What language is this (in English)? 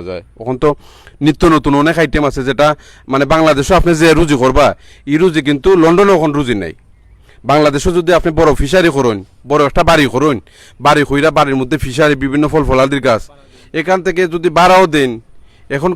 Sylheti